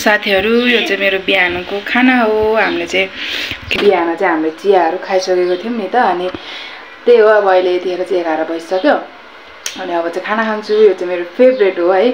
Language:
Nepali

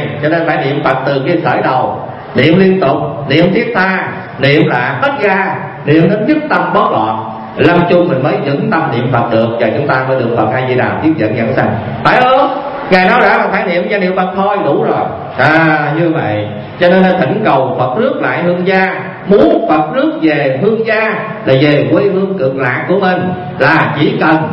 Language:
Vietnamese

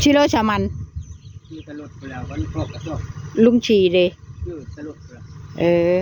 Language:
Northeastern Thai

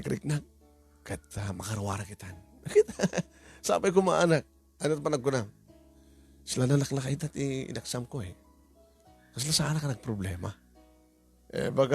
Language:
Iloko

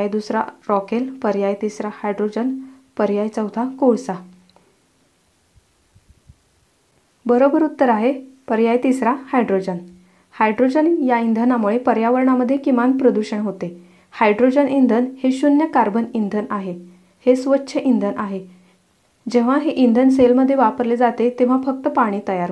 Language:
Marathi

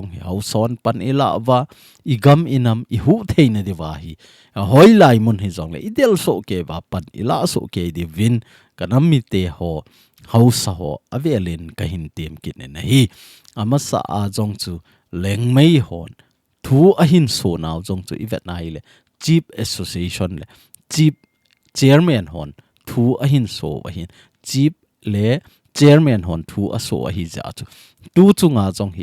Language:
Thado Chin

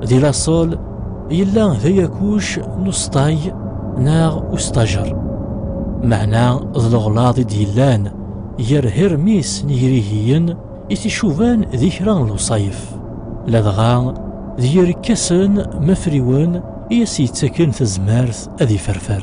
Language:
Kabyle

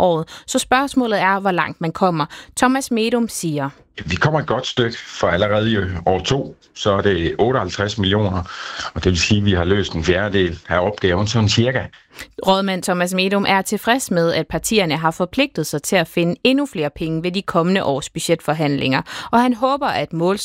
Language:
Danish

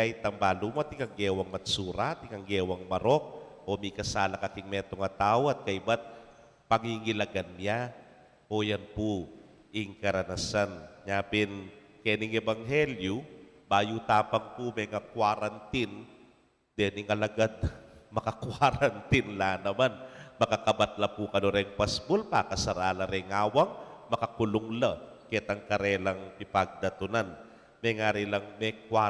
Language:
Pampanga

